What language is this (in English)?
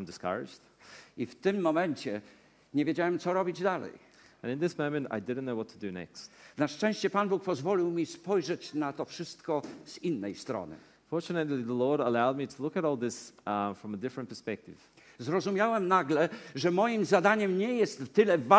Polish